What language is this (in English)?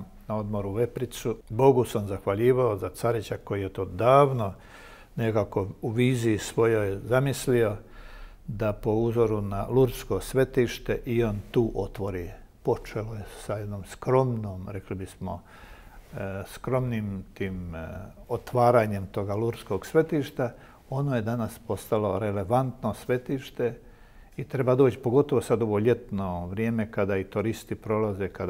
Croatian